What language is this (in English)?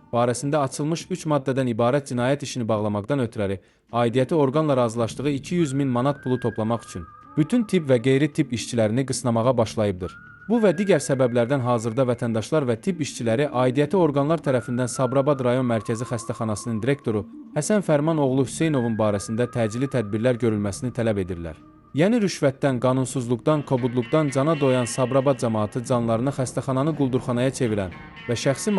Azerbaijani